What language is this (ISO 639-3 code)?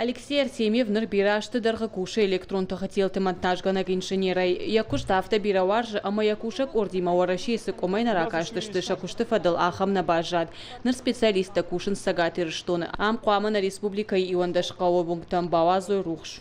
oss